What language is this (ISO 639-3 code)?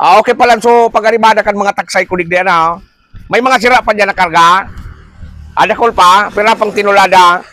bik